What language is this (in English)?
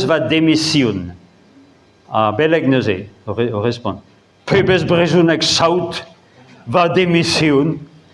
Breton